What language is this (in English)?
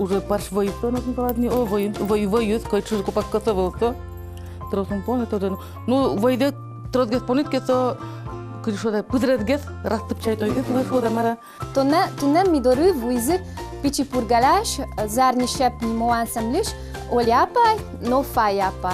Udmurt